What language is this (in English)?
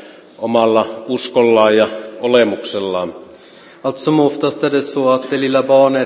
Finnish